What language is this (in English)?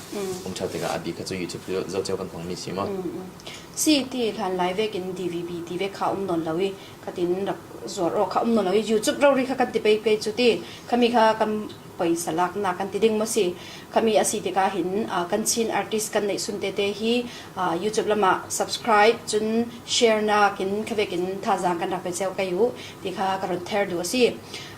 Falam Chin